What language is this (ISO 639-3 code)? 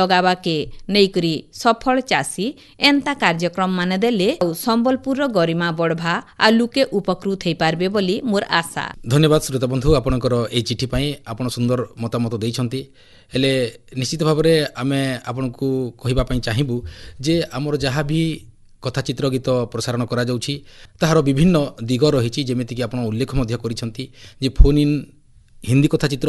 ori